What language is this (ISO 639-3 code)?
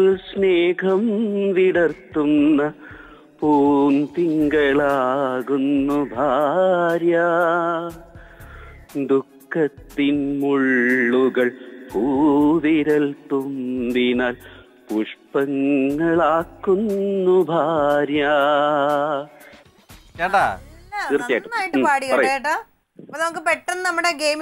mal